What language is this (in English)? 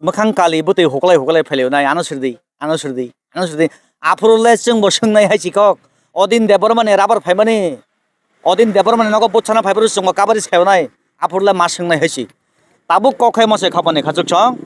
Kok Borok